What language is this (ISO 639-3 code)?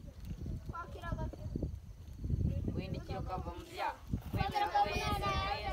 kin